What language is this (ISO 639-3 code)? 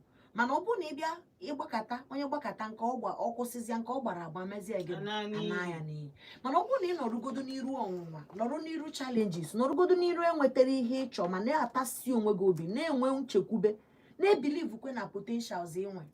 ibo